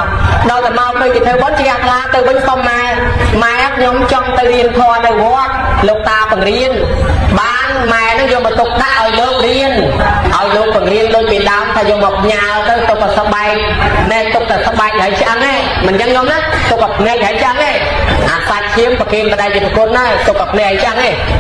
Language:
Khmer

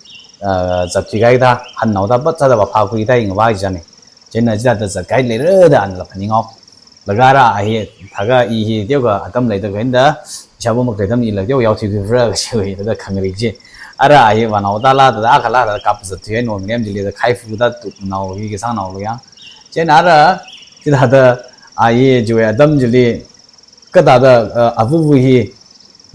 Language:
Tangkhul Naga (India)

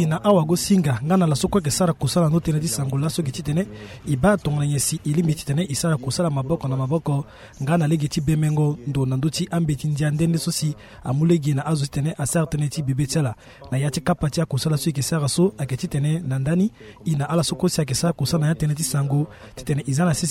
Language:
Sango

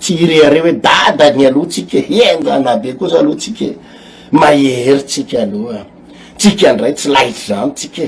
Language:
Malagasy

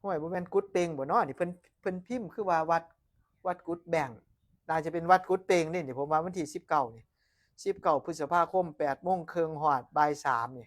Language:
Northeastern Thai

